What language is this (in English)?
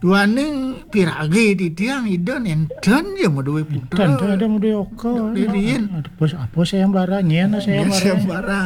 Balinese